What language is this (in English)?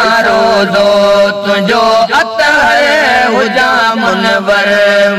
Sindhi